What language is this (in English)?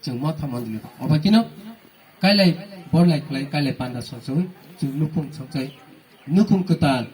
Kok Borok